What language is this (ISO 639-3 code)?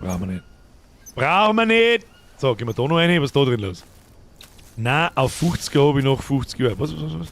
bar